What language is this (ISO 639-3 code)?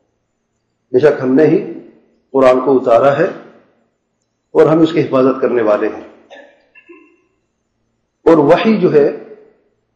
urd